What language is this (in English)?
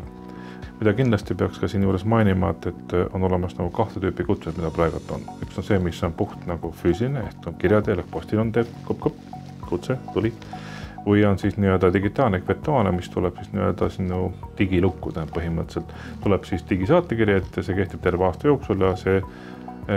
Estonian